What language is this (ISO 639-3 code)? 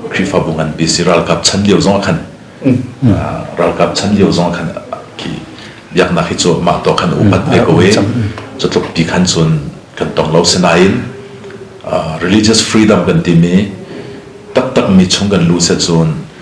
cnh